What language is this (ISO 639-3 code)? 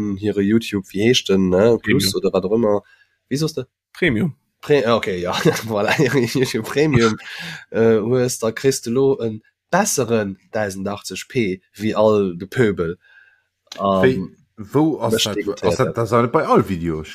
ltz